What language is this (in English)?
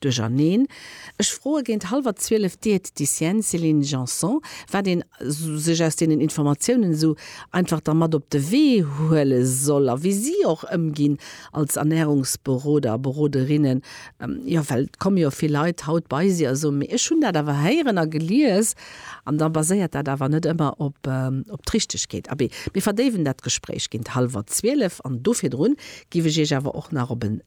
Luxembourgish